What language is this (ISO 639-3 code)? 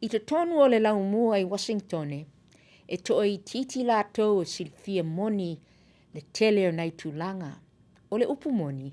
smo